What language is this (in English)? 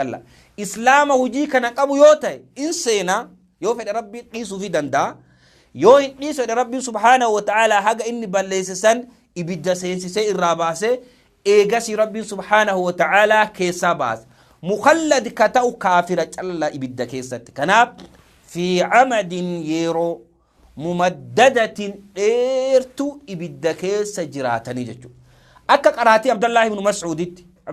Oromo